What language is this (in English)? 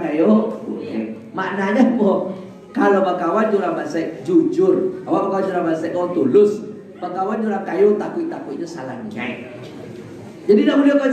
Minangkabau